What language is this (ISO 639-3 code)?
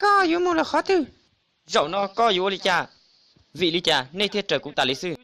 hmn